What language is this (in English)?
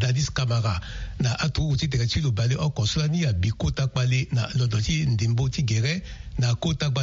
Sango